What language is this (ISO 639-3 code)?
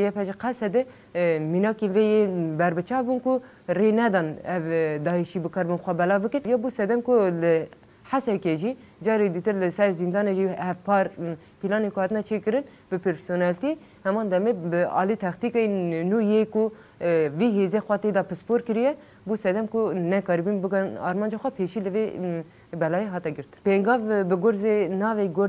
kur